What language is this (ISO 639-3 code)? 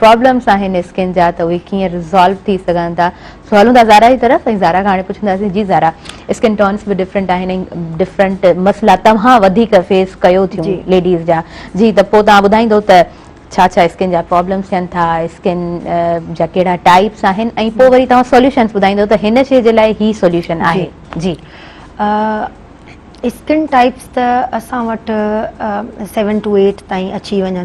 snd